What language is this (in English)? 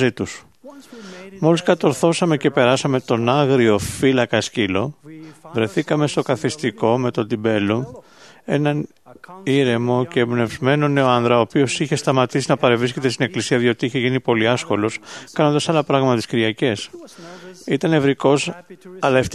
Greek